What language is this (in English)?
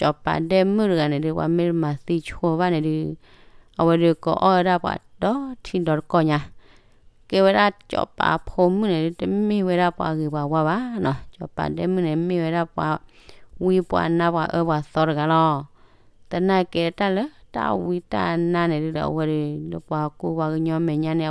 S'gaw Karen